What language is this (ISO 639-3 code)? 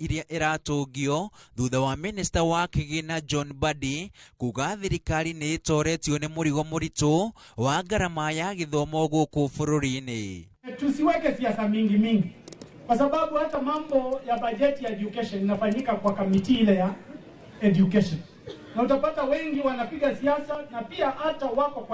kik